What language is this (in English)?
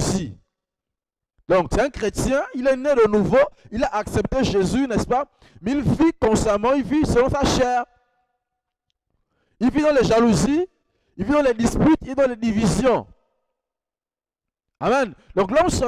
French